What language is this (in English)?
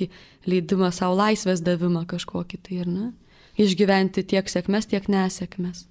Lithuanian